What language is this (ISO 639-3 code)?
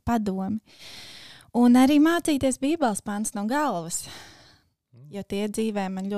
lav